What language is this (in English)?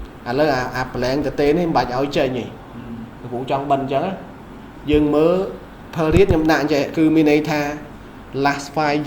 Khmer